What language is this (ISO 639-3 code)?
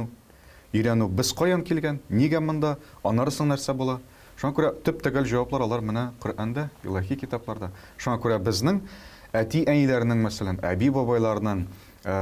tat